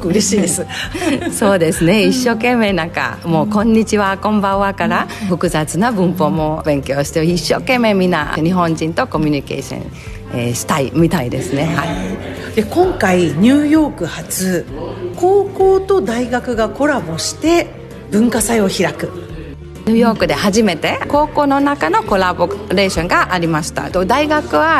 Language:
Japanese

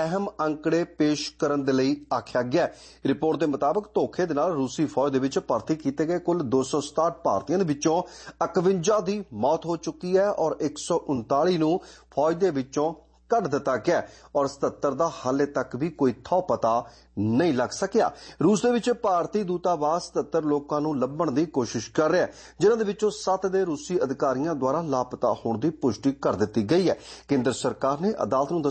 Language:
Punjabi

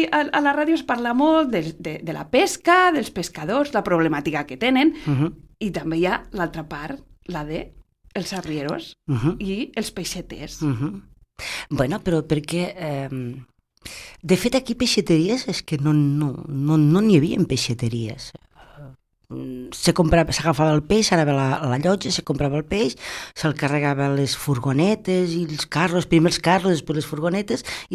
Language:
Catalan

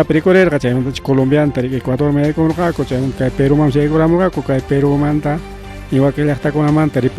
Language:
Ayacucho Quechua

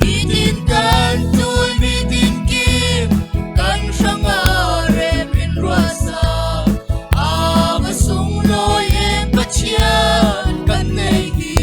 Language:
Falam Chin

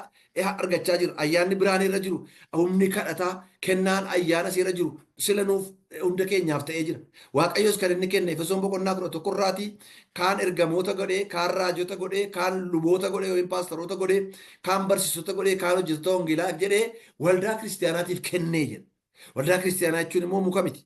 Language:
Oromo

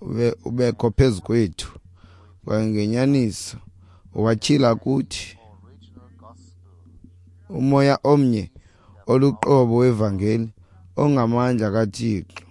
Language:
Xhosa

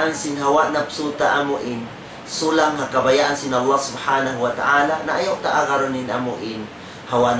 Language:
Tausug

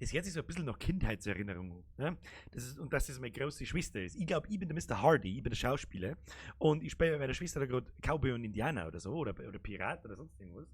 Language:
Bavarian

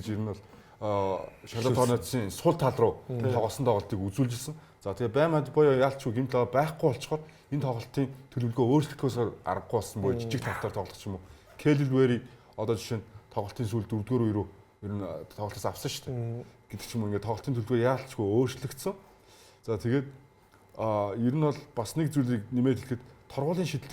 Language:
Mongolian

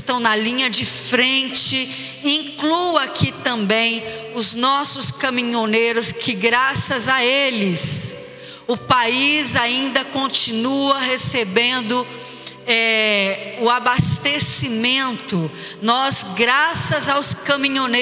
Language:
Portuguese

